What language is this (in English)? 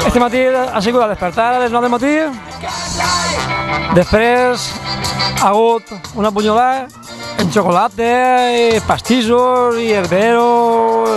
Catalan